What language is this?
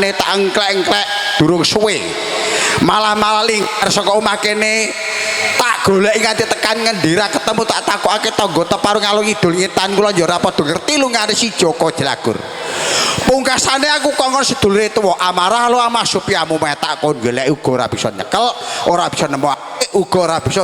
Javanese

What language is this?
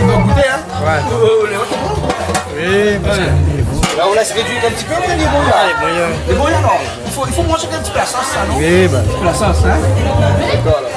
Réunion Creole French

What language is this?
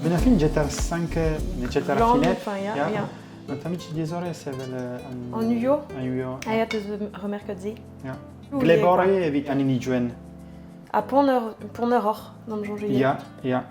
Breton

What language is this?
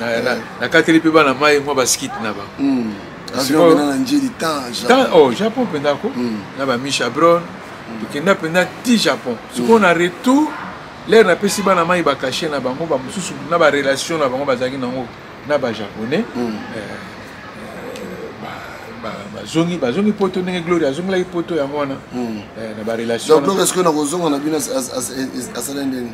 Lingala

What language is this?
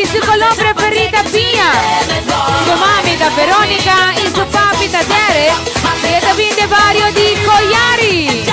Papiamento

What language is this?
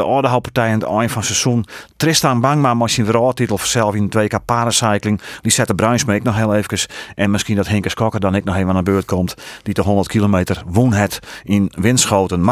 Western Frisian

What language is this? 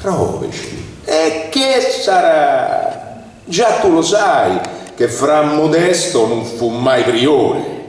Neapolitan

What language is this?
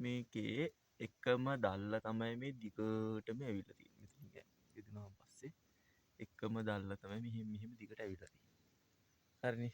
Sinhala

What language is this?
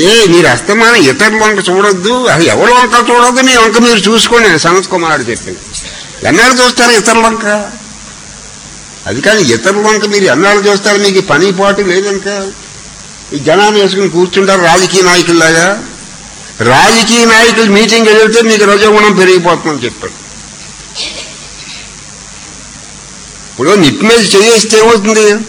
Telugu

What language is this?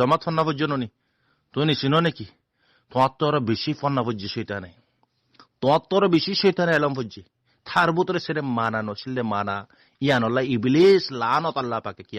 Rohingya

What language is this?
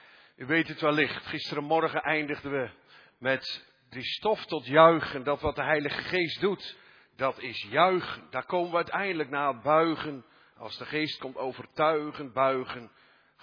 Dutch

